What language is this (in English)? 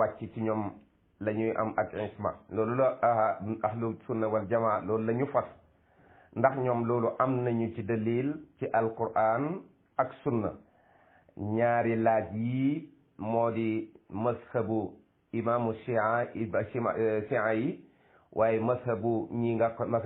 Wolof